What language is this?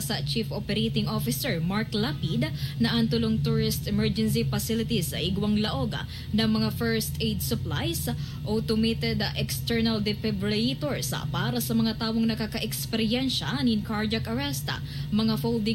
Bikol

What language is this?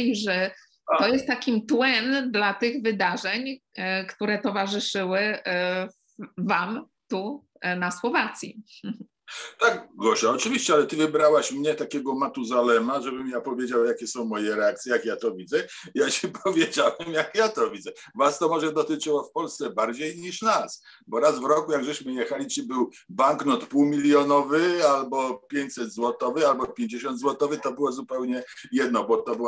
Polish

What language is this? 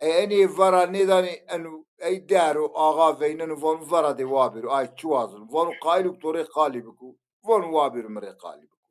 Zaza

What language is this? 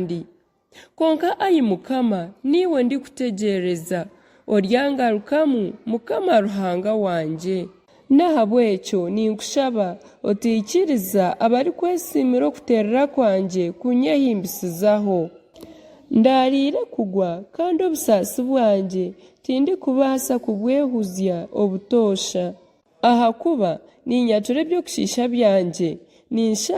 Nyankole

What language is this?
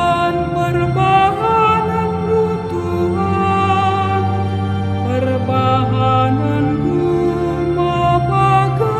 Batak Karo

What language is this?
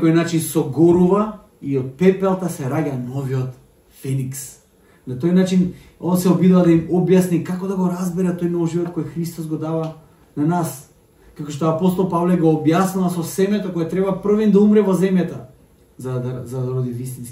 Macedonian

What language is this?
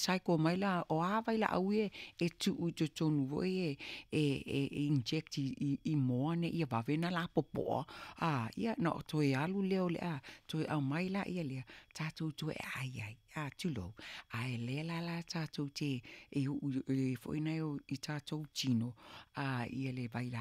Samoan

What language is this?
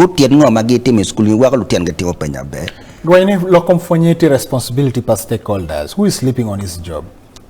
Acoli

